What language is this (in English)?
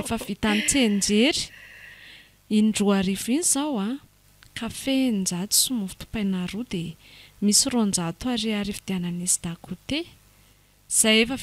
Malagasy